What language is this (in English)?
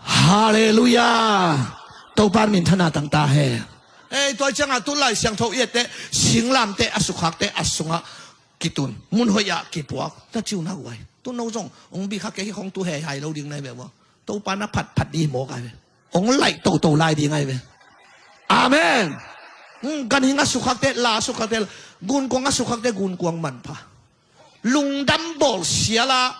Tedim Chin